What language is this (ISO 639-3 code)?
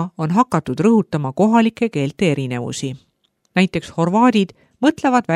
est